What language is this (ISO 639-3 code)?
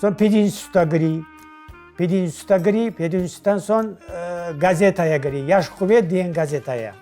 crh